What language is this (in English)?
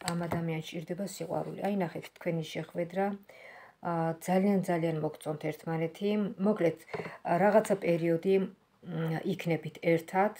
Georgian